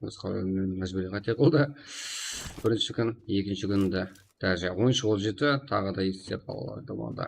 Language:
Kara-Kalpak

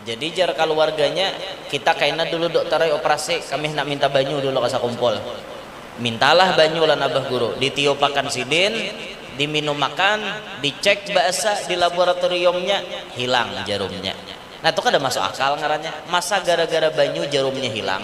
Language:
Banjar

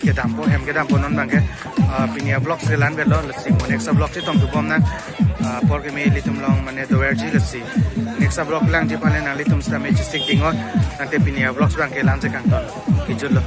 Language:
Karbi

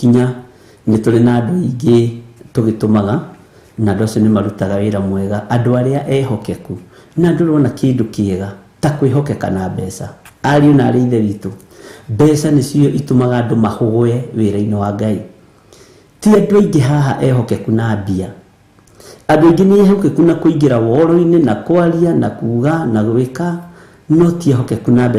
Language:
Kikuyu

